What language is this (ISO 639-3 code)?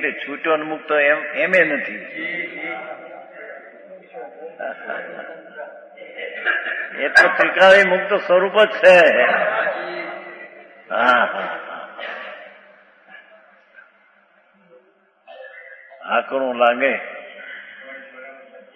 guj